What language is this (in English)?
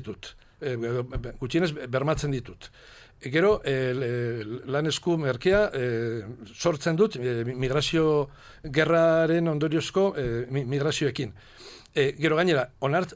Basque